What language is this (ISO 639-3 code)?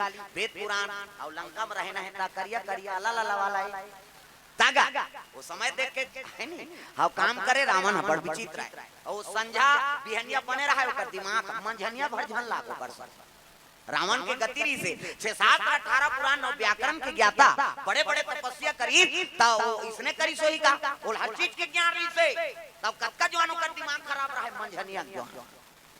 hne